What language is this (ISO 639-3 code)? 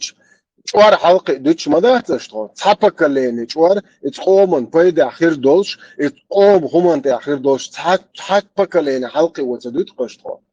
che